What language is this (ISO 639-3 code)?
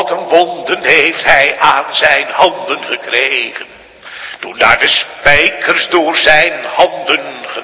nld